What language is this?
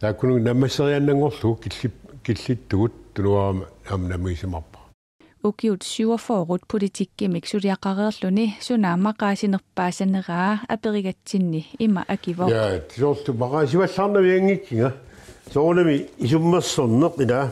Kalaallisut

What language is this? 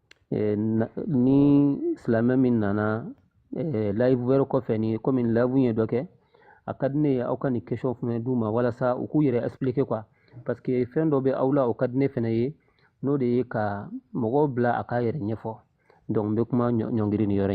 Bambara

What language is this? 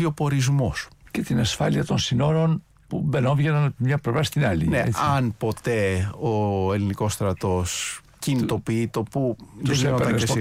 Greek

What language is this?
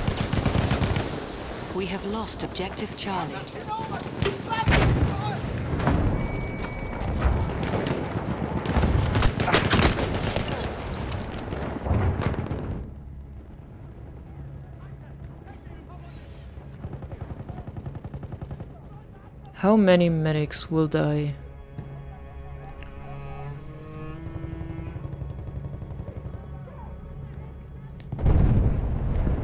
English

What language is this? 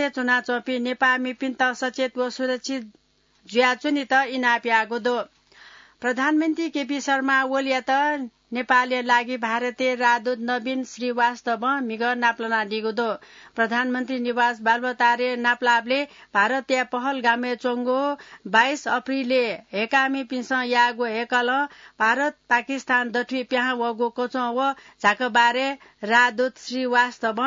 Newari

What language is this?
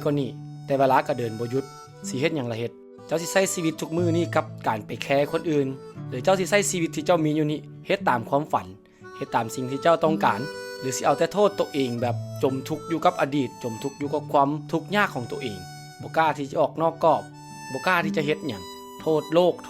Lao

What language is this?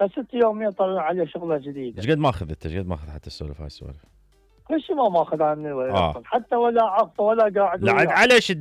Mesopotamian Arabic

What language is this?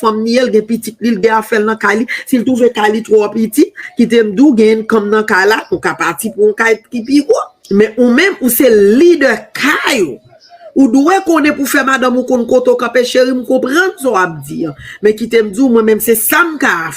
Haitian Creole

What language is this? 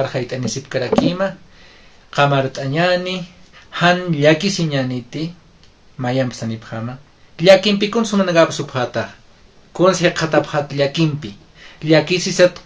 Aymara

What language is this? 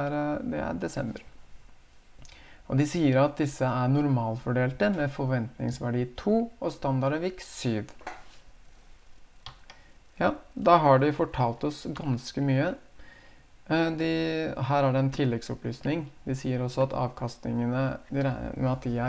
Norwegian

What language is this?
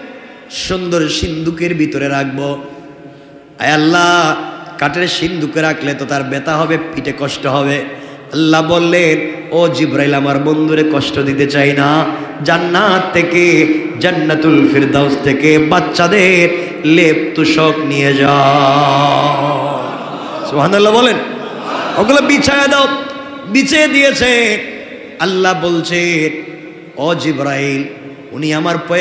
Bangla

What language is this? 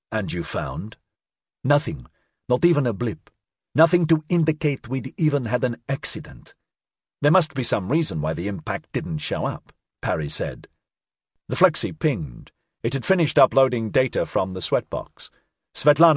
English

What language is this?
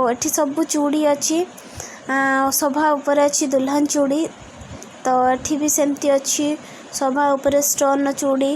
Odia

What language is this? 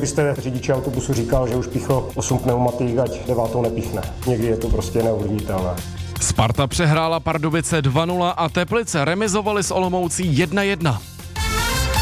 Czech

